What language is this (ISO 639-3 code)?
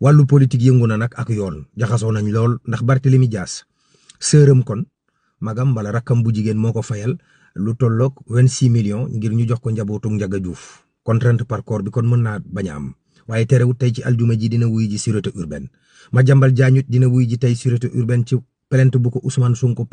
wol